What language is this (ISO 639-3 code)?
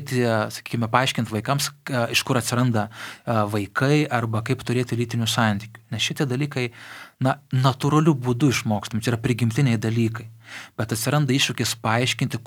lit